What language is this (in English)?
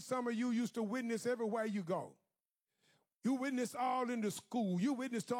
English